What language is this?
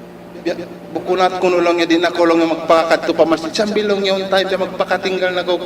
Tausug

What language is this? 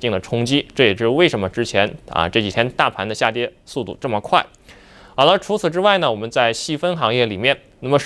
Chinese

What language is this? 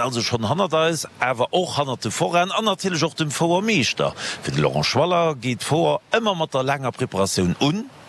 Luxembourgish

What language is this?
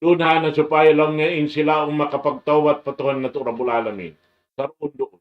Tausug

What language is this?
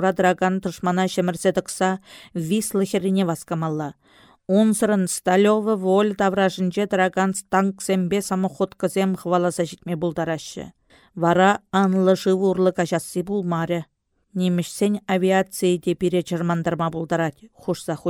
Chuvash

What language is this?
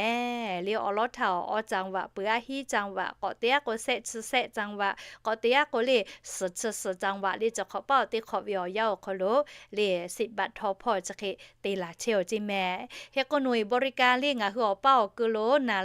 Lahu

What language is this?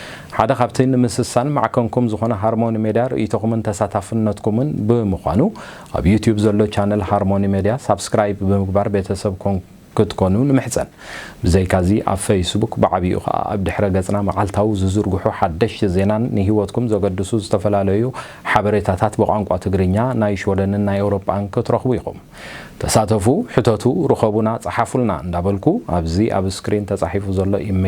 Tigrinya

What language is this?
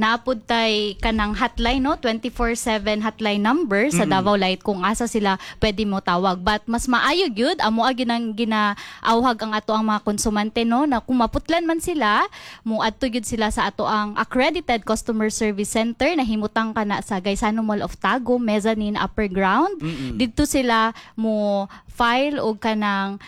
Cebuano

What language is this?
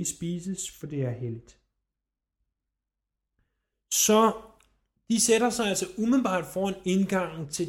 Danish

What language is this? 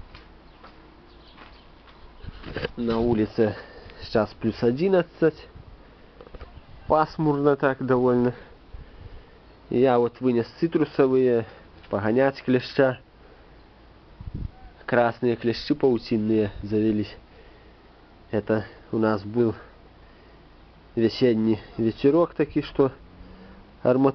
Russian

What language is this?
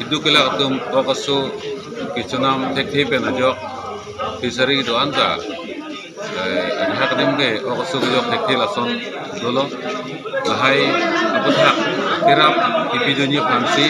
Karbi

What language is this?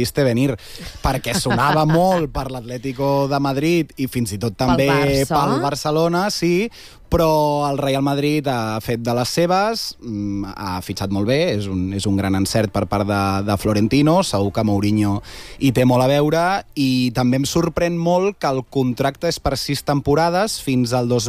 Catalan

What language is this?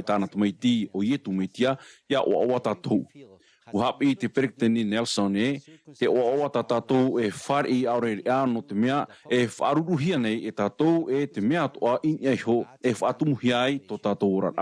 Tahitian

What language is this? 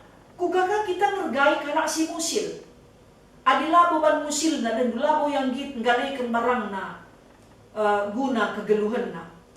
Batak Karo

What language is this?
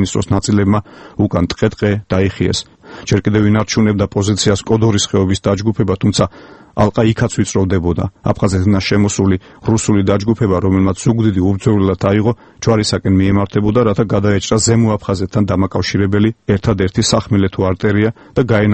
Georgian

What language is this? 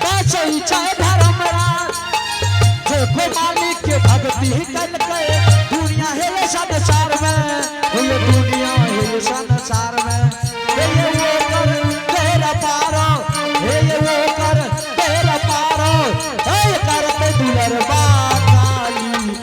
Angika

